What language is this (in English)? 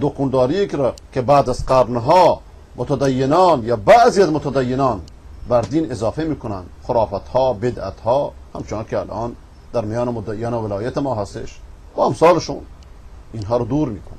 Persian